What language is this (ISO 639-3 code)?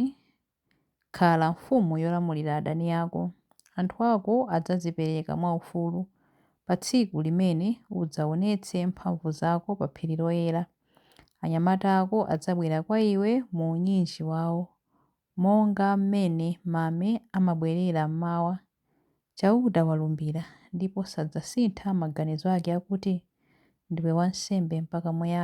nya